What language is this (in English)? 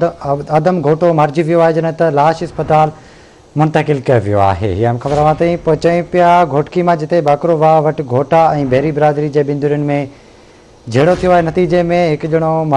Sindhi